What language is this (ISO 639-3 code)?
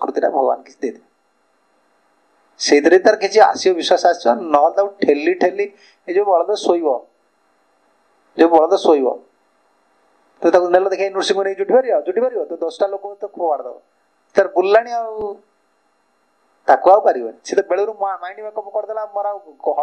ori